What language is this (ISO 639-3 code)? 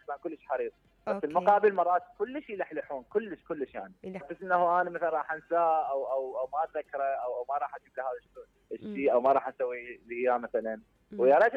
acm